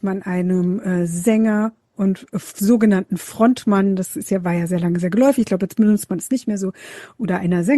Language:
German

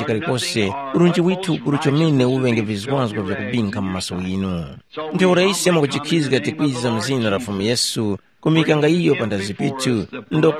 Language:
Tumbuka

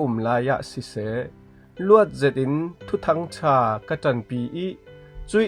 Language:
Falam Chin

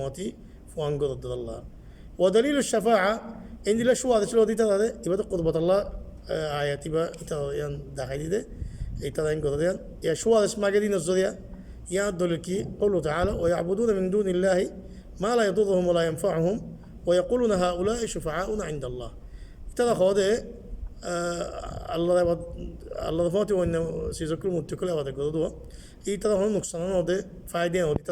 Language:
Rohingya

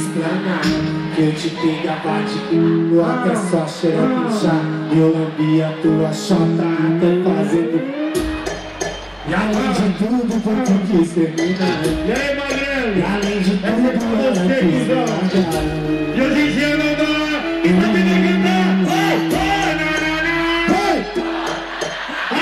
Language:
Portuguese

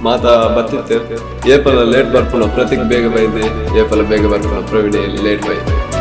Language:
Tulu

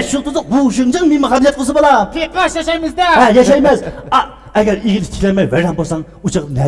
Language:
Uyghur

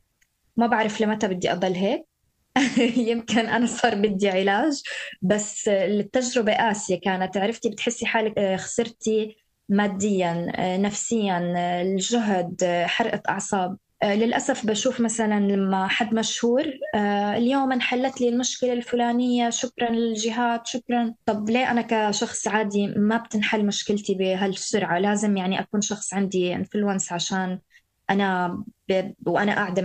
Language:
North Levantine Arabic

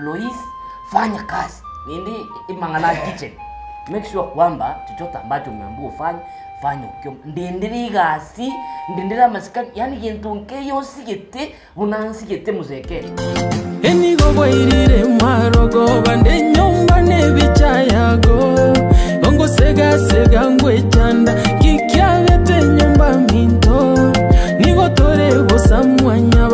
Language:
Gusii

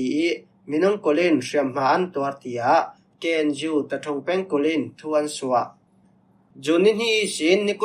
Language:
Falam Chin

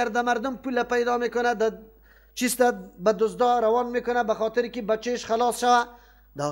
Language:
Persian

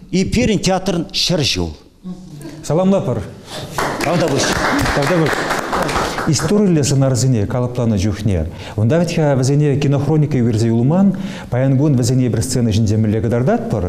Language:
Chuvash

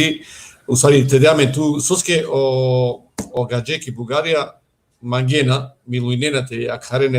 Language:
Balkan Romani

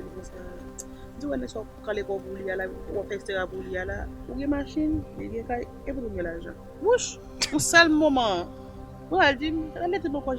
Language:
Haitian Creole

